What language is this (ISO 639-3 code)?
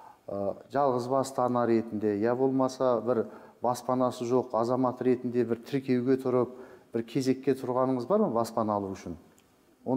kaz